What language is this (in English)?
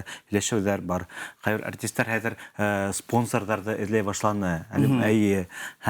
Bashkir